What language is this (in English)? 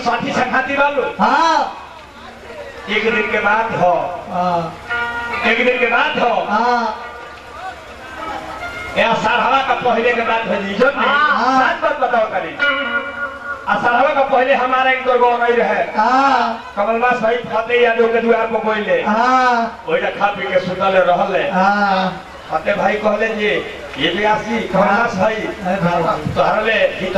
Bhojpuri